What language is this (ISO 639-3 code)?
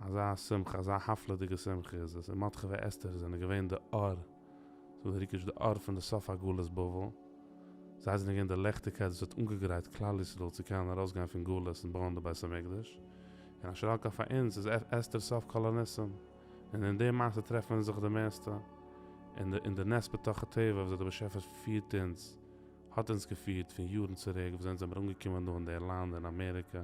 yid